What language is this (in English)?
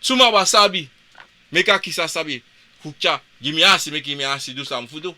Sranan Tongo